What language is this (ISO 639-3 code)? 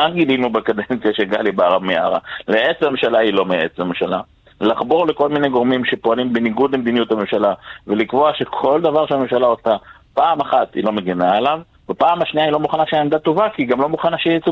heb